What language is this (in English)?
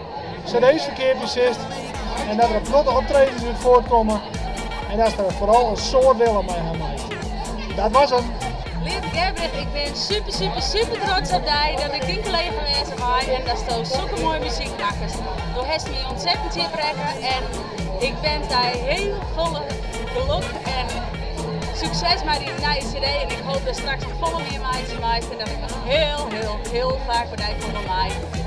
Western Frisian